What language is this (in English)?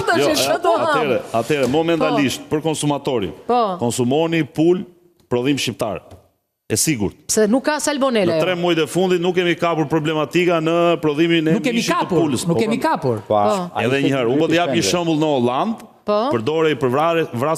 Albanian